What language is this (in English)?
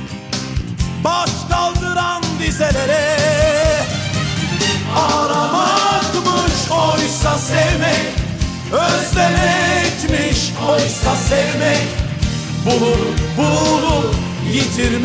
Turkish